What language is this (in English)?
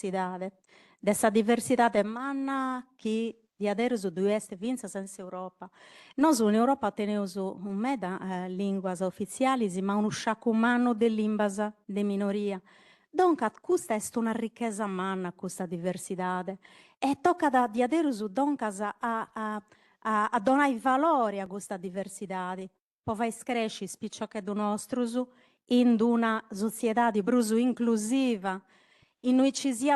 Sardinian